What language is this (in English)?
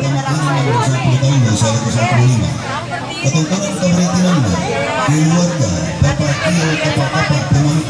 Toraja-Sa'dan